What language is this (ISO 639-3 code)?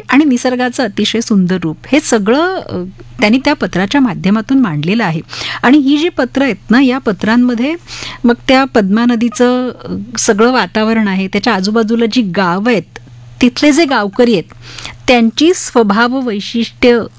mar